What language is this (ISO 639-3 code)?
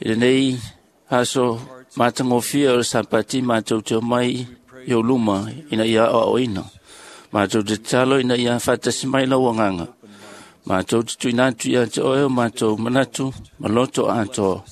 smo